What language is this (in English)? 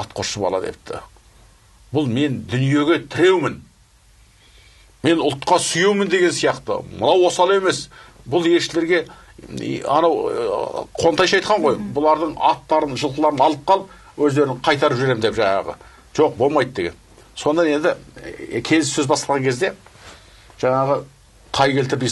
Kazakh